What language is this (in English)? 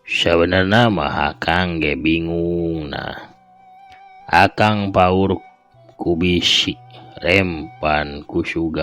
Sundanese